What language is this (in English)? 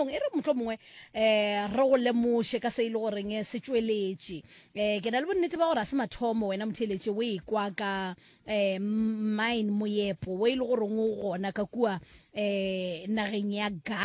Northern Sotho